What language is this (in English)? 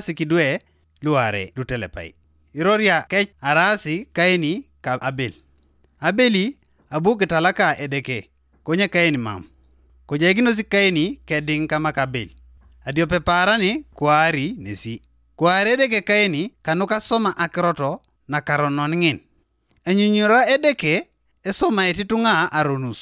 Teso